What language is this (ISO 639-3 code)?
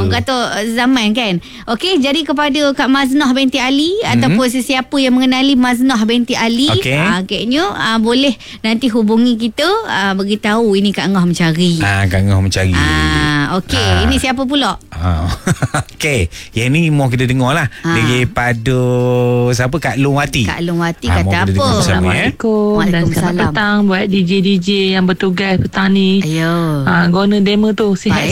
msa